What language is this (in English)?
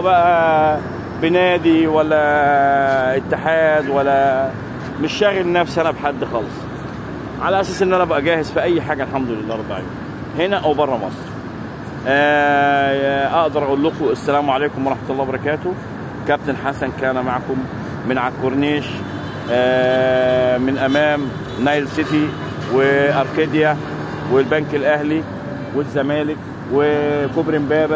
Egyptian Arabic